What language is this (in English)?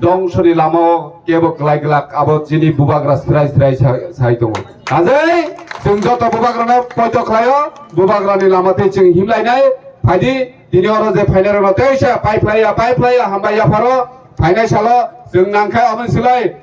Kok Borok